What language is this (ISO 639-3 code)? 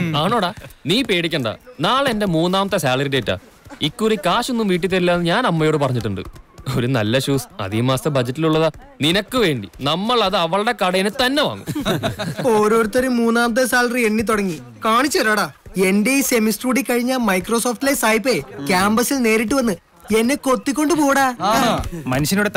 mal